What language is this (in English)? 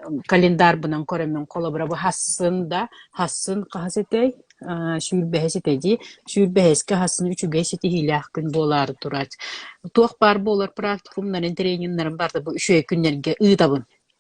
Yakut